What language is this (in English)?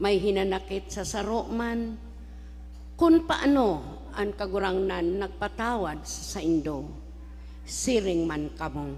Bikol